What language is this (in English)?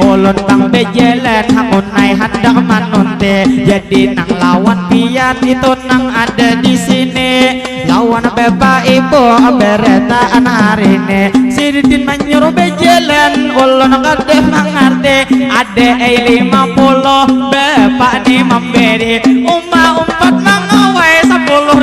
Banjar